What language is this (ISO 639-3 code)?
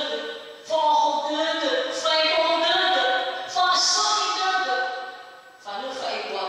nia